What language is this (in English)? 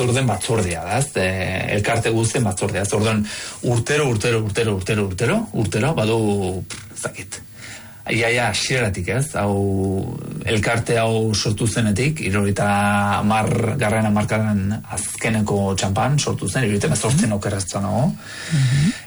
Basque